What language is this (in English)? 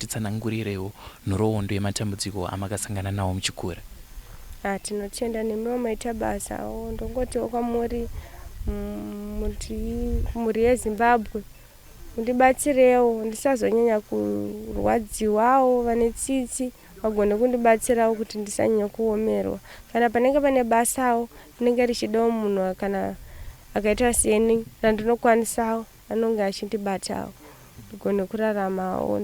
Shona